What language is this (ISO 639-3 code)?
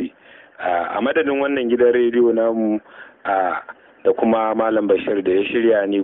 hau